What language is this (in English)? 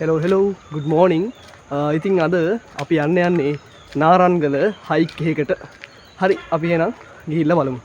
Sinhala